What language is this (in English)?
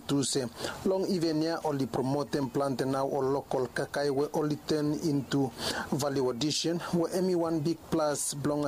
Bislama